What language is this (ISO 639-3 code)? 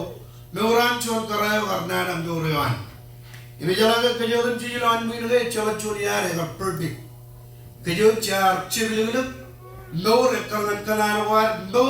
mah